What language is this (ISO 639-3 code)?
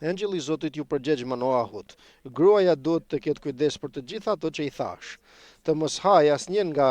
sqi